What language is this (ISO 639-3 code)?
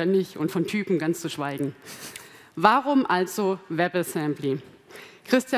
deu